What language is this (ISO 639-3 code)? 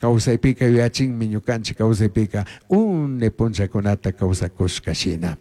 qug